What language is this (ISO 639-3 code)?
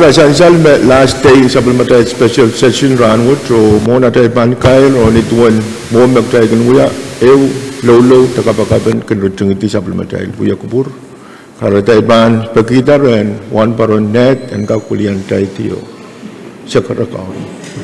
pon